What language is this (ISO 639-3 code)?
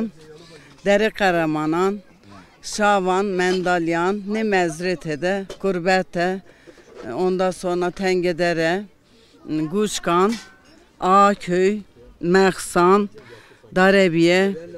zza